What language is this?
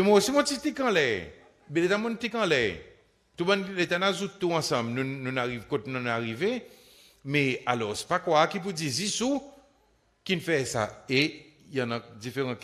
Seselwa Creole French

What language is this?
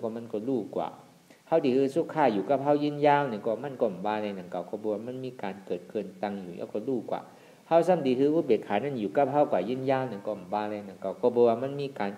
Shan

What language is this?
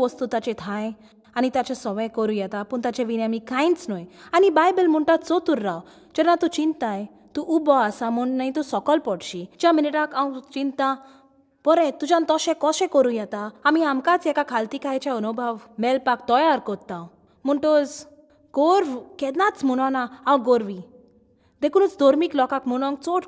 Konkani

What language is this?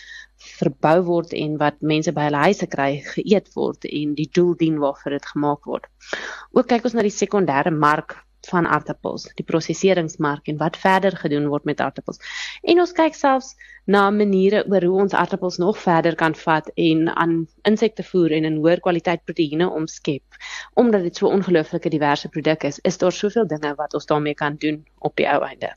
Afrikaans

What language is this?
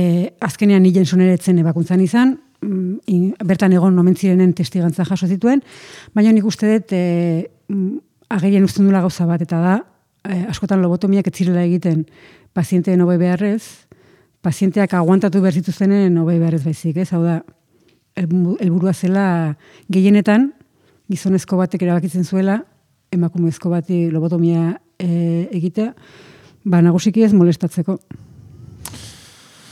Basque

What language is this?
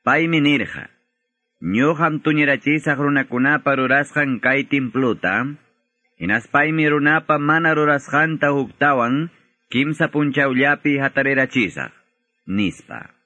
Quechua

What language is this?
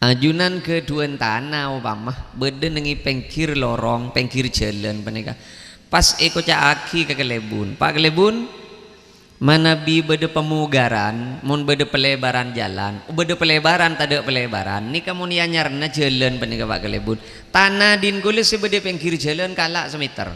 Madurese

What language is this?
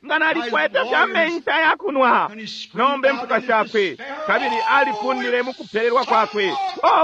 Bemba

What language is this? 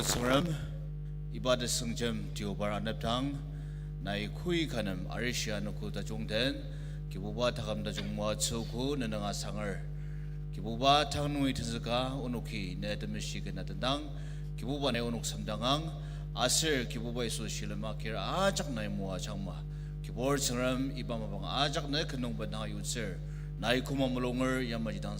Ao Naga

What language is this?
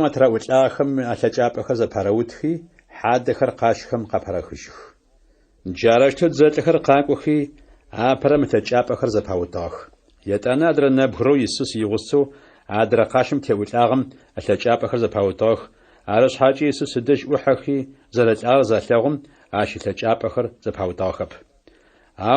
Adyghe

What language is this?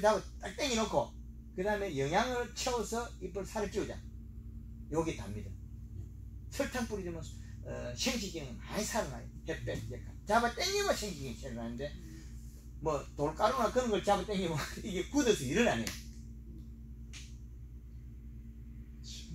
Korean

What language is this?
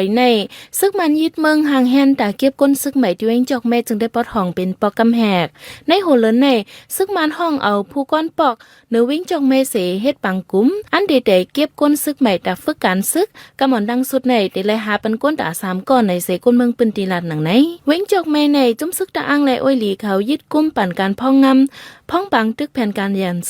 Shan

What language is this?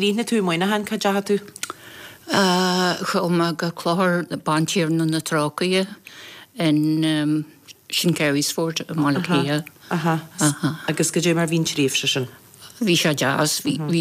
Irish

